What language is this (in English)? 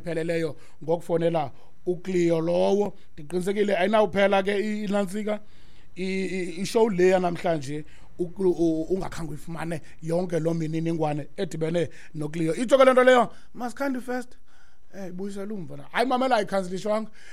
Xhosa